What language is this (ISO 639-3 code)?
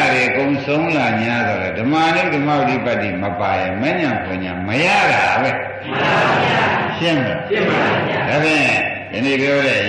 mya